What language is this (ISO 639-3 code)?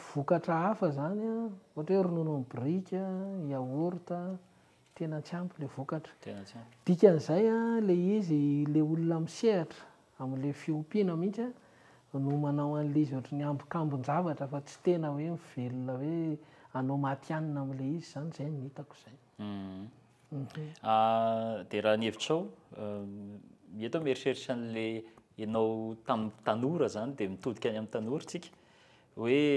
mlg